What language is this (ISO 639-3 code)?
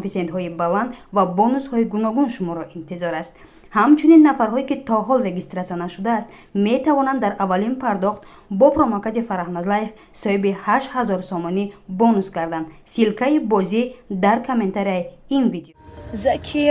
tgk